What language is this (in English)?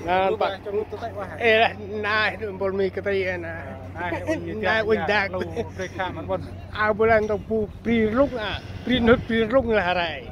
Central Mnong